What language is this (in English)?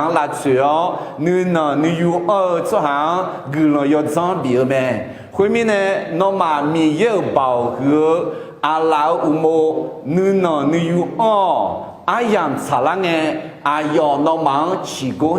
Akha